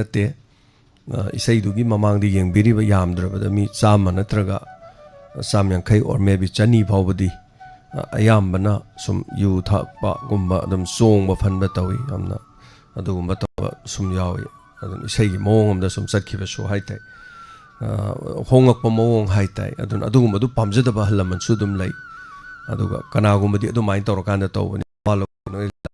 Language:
Manipuri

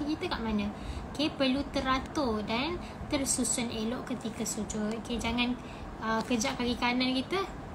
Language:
Malay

